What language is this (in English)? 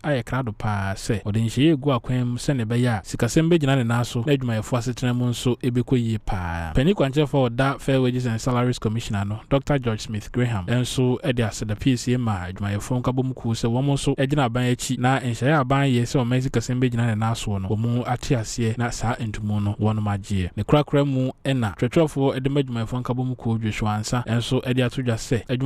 Akan